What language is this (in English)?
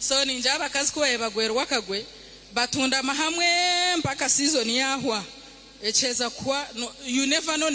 Nyankole